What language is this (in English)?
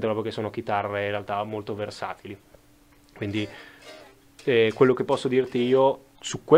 Italian